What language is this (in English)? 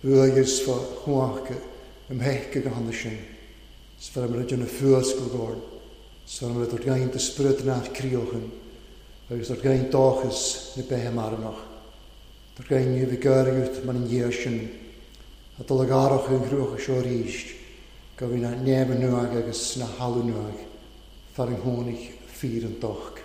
Welsh